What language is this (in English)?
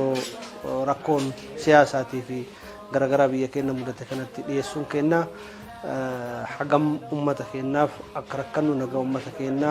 Oromo